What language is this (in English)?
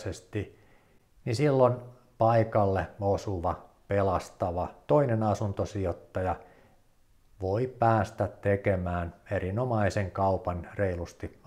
Finnish